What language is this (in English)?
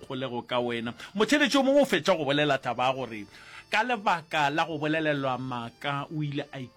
Northern Sotho